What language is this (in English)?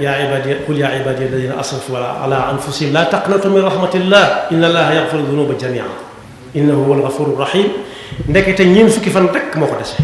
Wolof